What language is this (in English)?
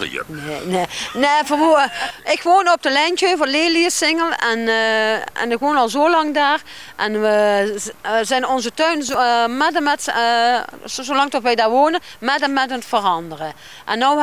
Limburgish